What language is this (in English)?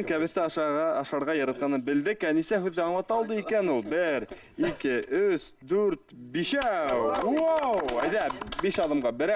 Bashkir